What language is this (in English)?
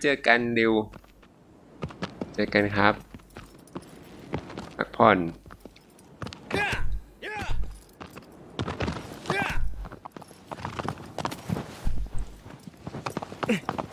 Thai